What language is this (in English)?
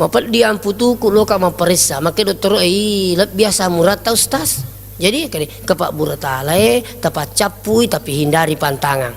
Buginese